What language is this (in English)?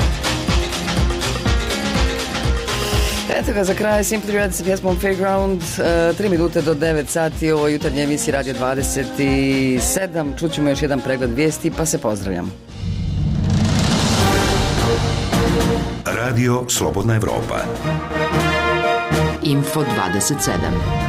Bosnian